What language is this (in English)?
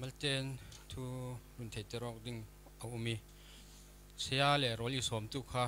Falam Chin